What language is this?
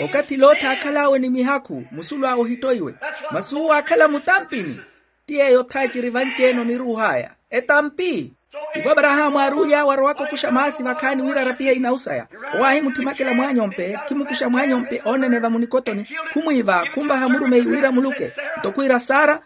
Makhuwa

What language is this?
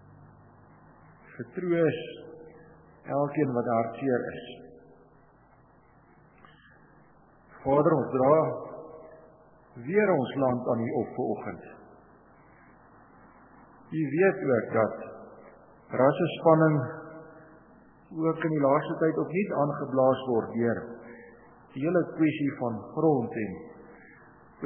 Afrikaans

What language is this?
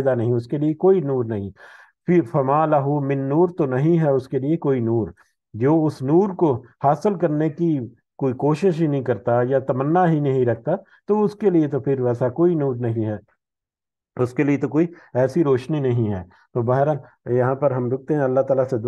Urdu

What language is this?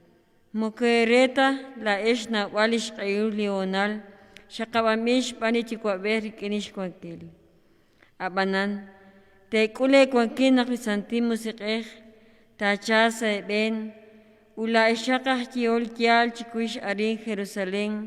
Kekchí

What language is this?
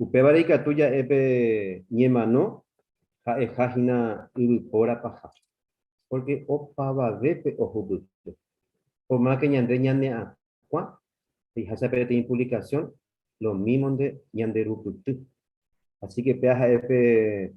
Guarani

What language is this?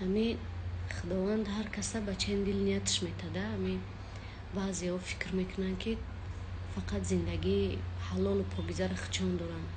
Tajik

